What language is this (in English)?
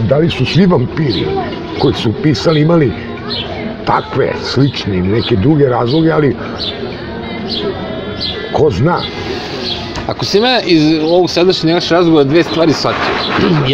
Serbian